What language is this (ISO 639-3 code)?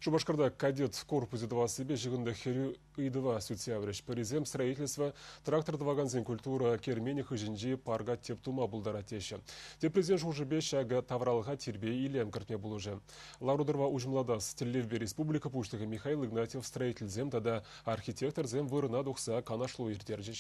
chv